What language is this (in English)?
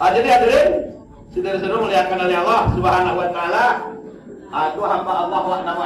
Minangkabau